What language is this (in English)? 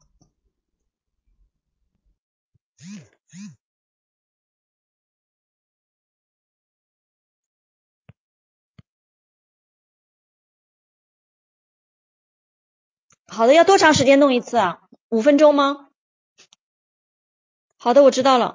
Chinese